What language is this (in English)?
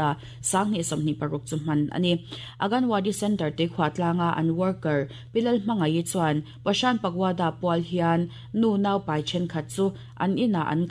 Mizo